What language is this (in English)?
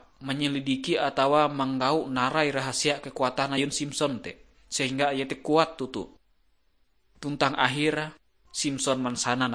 Ngaju